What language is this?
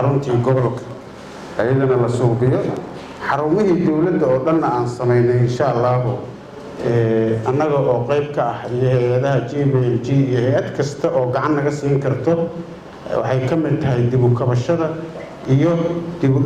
Somali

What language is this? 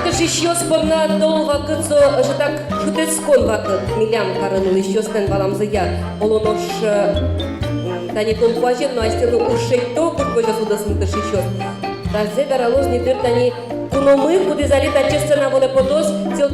Udmurt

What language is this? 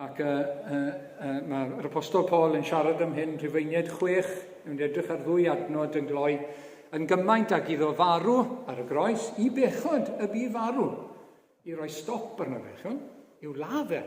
Welsh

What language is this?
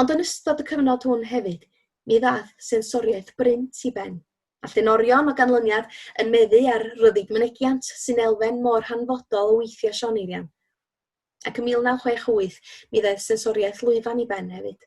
Welsh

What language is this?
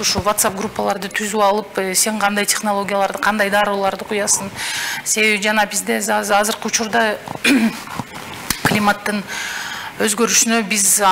Kyrgyz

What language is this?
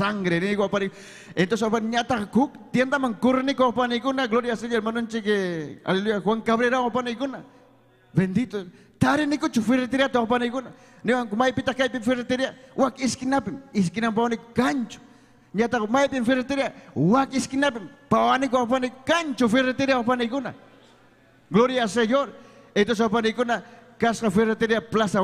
Ayacucho Quechua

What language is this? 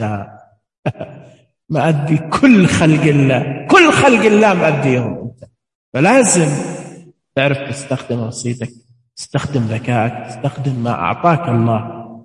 Najdi Arabic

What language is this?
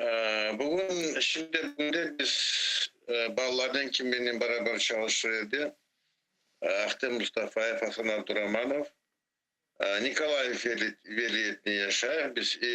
Crimean Tatar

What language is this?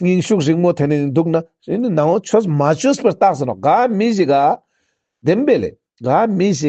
Ladakhi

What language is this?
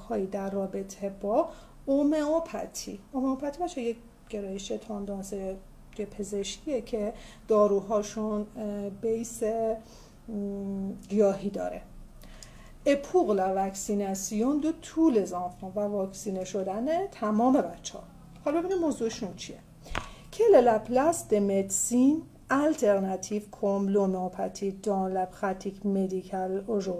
Persian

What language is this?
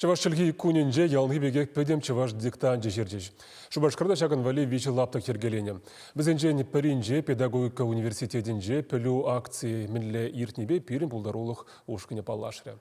Chuvash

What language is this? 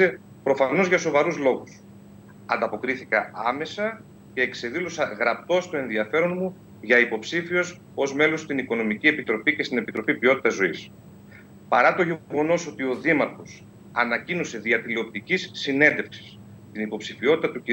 Greek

